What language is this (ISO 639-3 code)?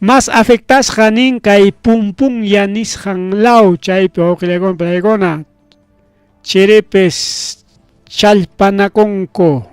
quy